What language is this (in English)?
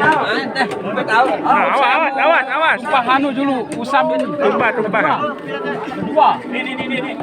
Sasak